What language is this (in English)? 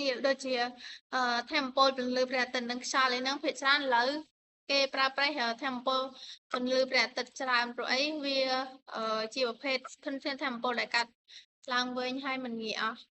Khmer